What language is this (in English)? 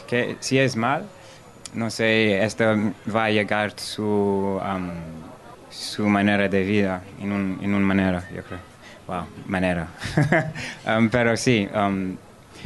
Spanish